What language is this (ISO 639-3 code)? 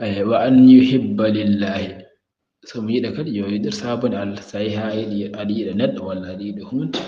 ful